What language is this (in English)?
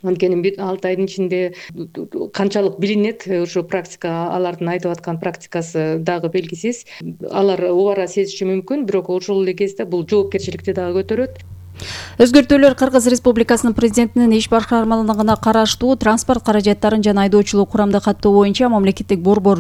Kyrgyz